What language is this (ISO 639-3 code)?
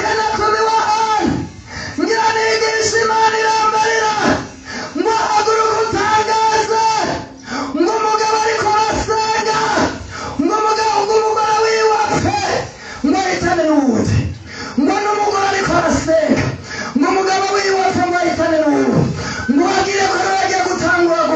run